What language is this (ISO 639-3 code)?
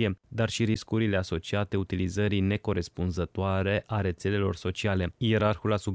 ron